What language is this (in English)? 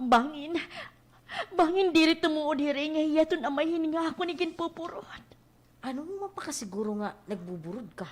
Waray